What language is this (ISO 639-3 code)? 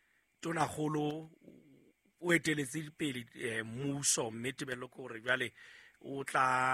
sot